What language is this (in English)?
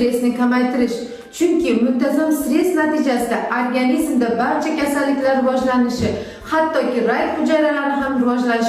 Uzbek